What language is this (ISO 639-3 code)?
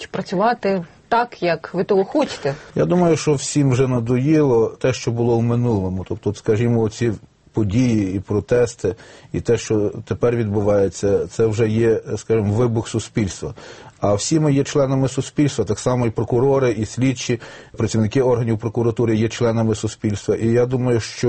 ukr